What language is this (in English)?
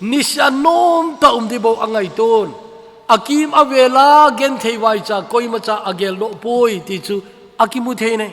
Thado Chin